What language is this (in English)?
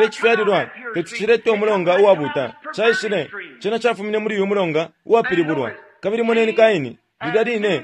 Bemba